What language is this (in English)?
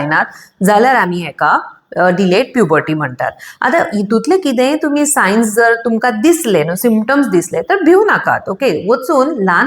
Konkani